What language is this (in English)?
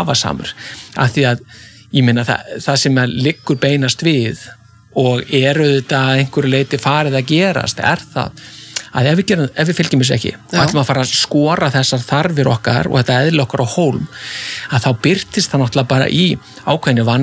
Icelandic